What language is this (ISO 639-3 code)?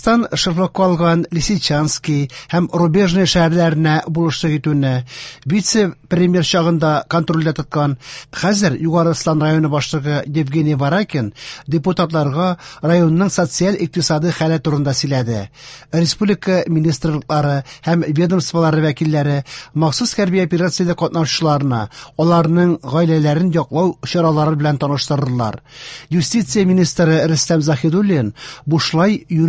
tat